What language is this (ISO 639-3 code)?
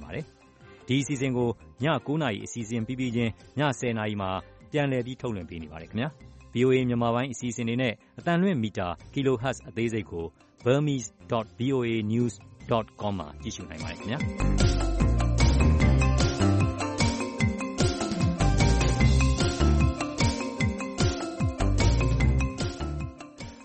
mya